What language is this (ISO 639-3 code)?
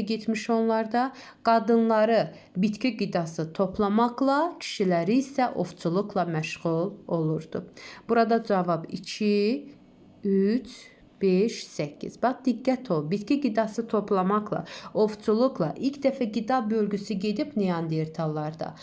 aze